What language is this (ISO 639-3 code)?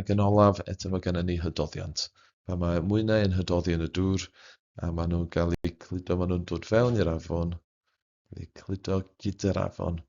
cym